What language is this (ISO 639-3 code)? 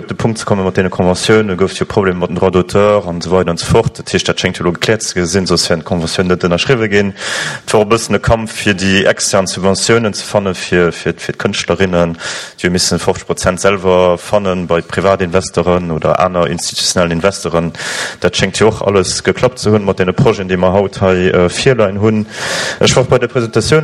ltz